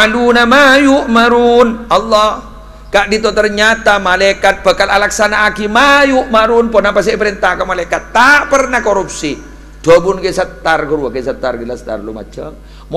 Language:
Madurese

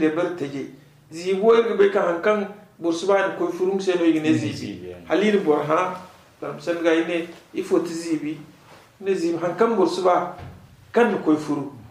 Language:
Zarma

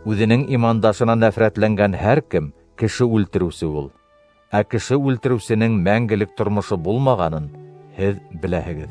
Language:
Bashkir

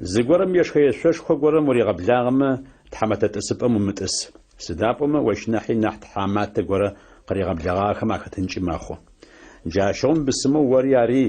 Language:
Adyghe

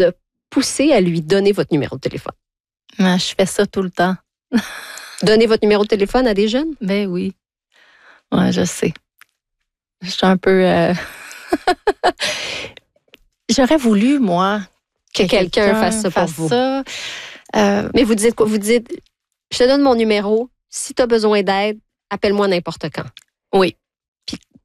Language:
French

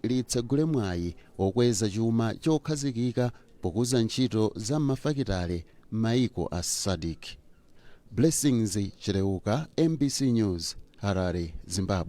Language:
Nyanja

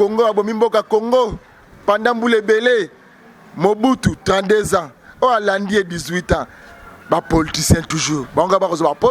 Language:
Lingala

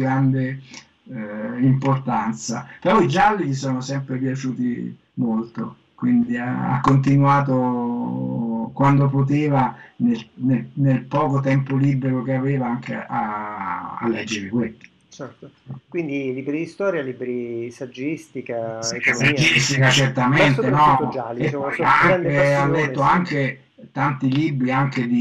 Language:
Italian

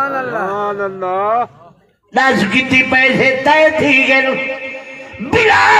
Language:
Saraiki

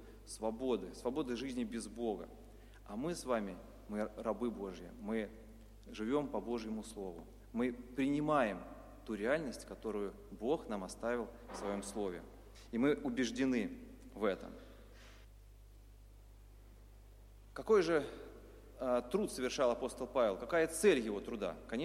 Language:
Russian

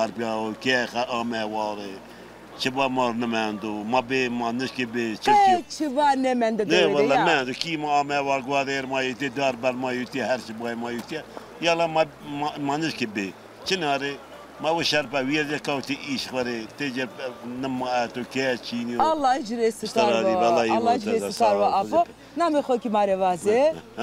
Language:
Zaza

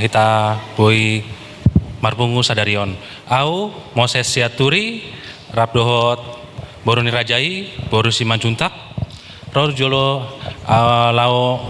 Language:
Batak Toba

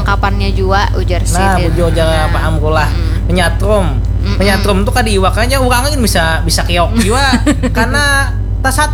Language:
Banjar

